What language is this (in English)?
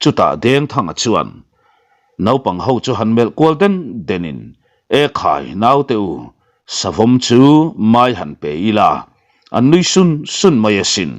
Mizo